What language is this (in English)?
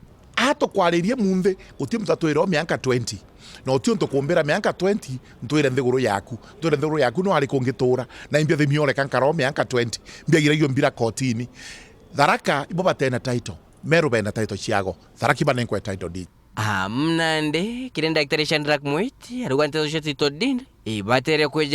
Meru